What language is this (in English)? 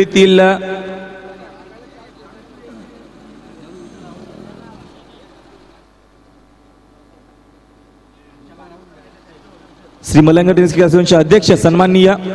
Marathi